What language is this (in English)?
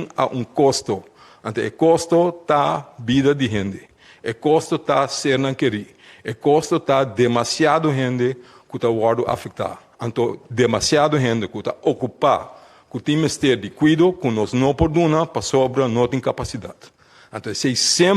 Papiamento